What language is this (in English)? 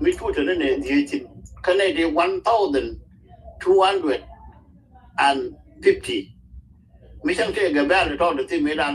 Nuer